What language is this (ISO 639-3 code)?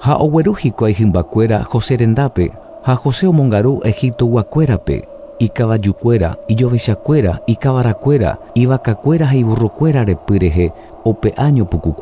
grn